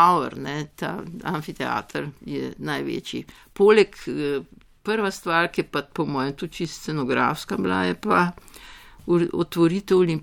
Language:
Slovenian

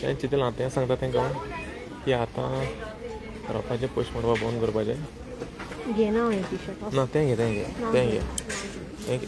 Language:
Konkani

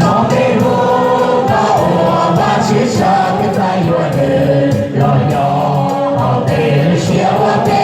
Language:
Hmong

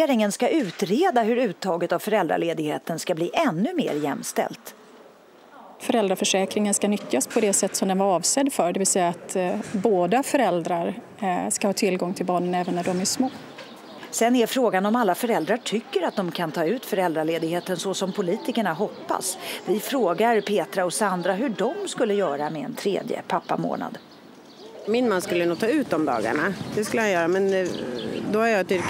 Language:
Swedish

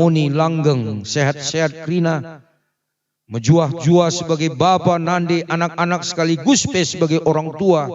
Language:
Batak Karo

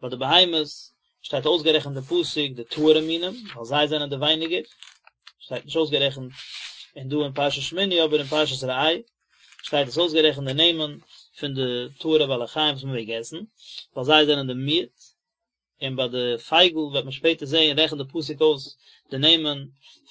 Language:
Yiddish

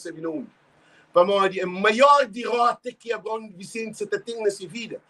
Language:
Kabuverdianu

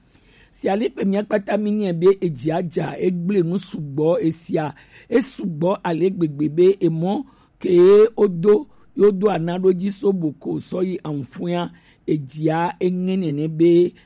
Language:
Gen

